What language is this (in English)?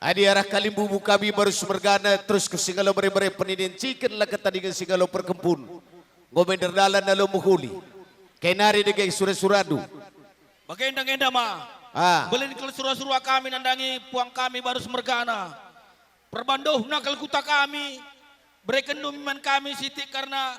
Batak Karo